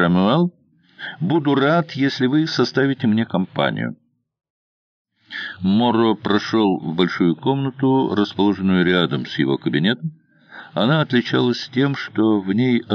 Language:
Russian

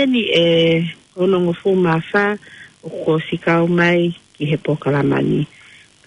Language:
Tongan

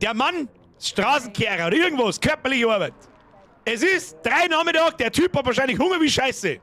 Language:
Bavarian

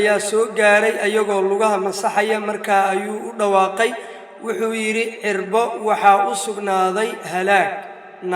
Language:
Somali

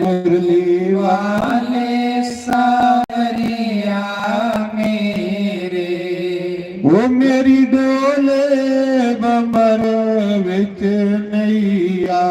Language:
Dogri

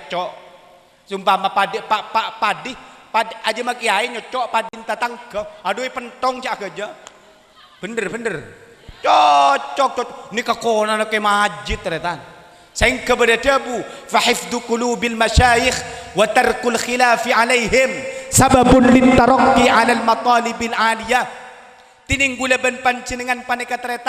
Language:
Madurese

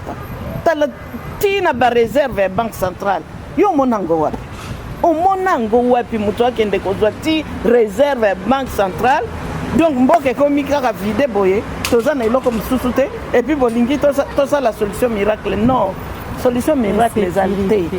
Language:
Lingala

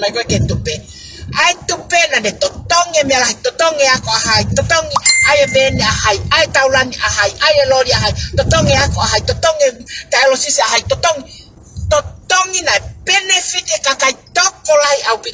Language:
Tongan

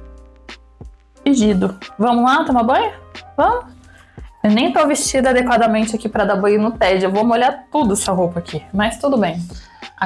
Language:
Portuguese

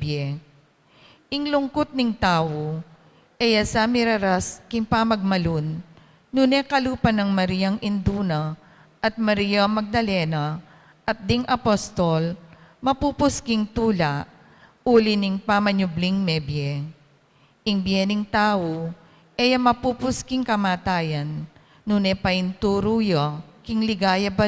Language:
Pampanga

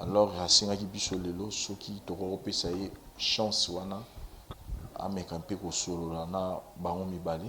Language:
Lingala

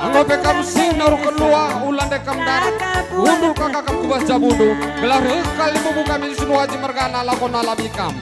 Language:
Batak Karo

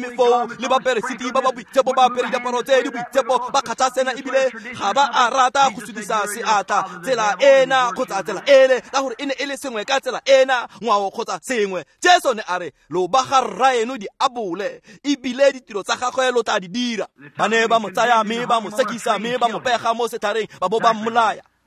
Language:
Tswana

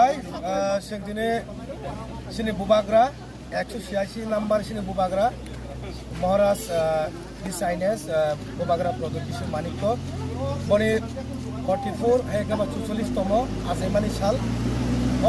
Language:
Kok Borok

